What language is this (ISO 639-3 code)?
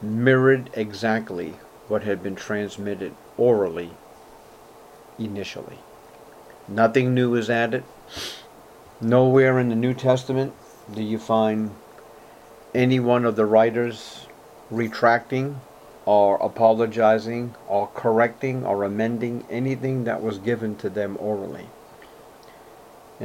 eng